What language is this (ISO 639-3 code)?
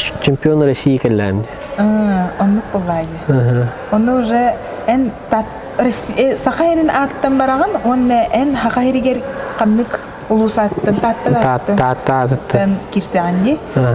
sah